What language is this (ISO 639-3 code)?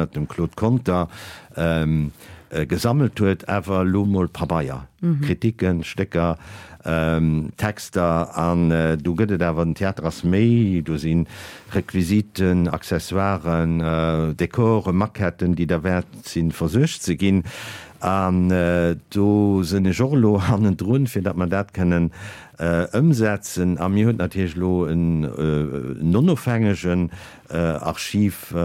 ltz